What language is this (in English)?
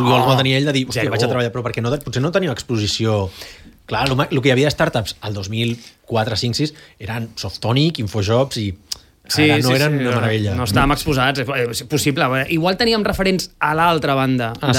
Catalan